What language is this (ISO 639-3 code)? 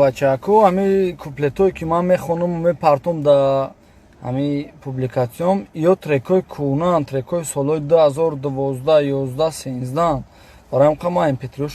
tgk